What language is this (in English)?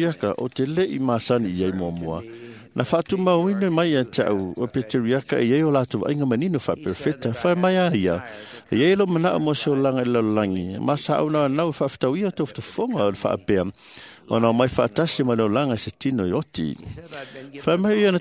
Samoan